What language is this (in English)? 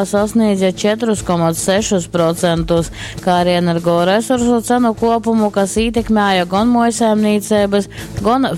Latgalian